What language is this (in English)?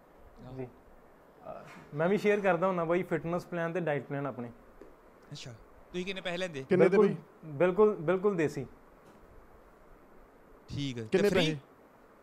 Punjabi